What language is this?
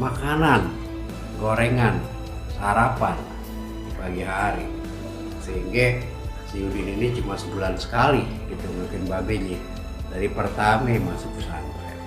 Betawi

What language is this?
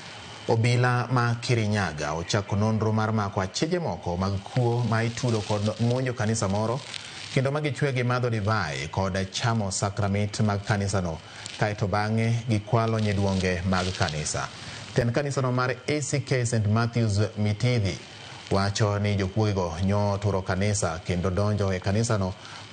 Luo (Kenya and Tanzania)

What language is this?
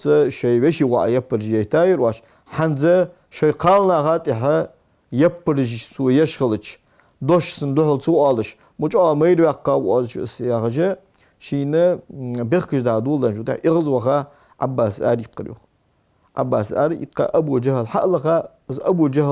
Ingush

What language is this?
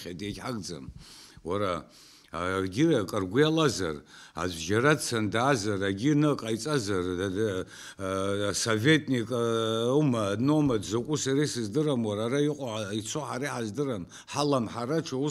Abkhazian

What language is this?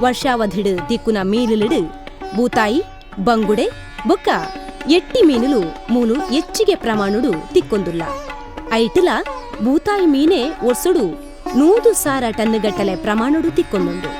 Tulu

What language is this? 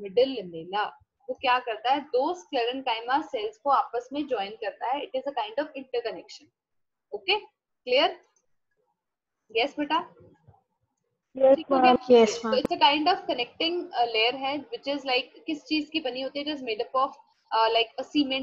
Hindi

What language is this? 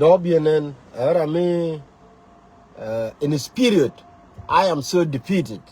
Nuer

